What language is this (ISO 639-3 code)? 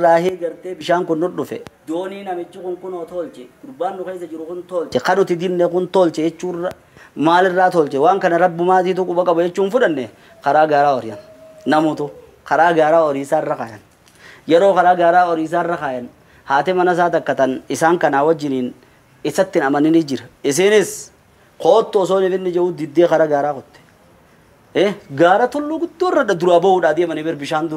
orm